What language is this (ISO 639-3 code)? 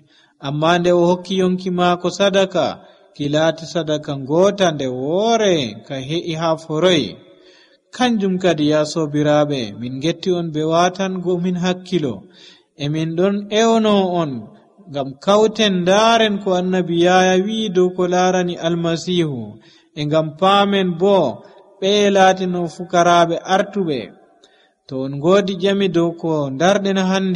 fuv